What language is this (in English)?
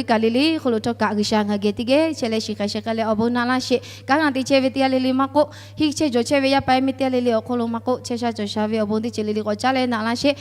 Lahu